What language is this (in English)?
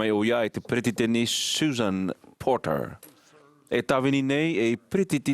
Tahitian